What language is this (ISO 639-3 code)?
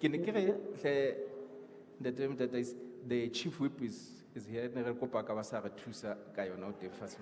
sot